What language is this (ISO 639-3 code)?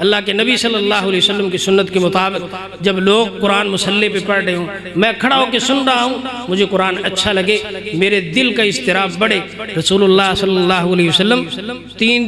urd